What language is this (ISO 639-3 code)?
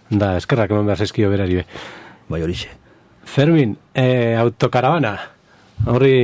eus